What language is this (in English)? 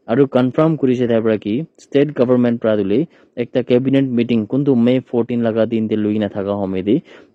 Naga Pidgin